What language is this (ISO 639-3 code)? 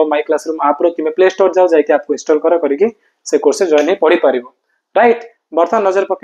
ori